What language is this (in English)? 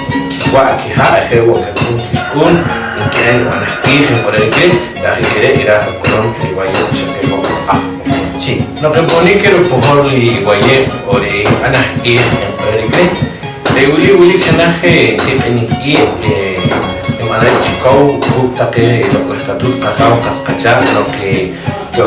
Poqomchi'